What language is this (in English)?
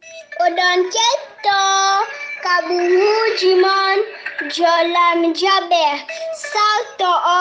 Fula